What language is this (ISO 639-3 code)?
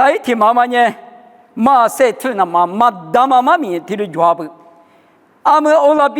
lis